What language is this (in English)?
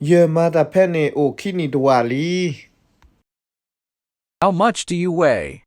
S'gaw Karen